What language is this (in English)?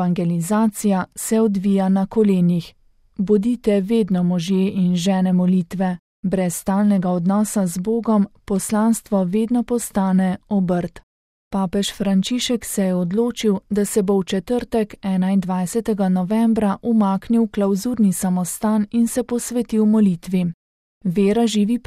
Slovenian